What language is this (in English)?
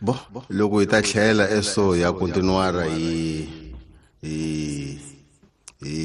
Tsonga